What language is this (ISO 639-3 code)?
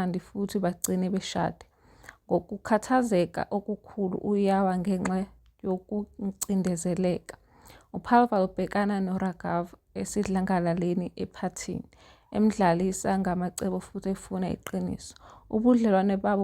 zul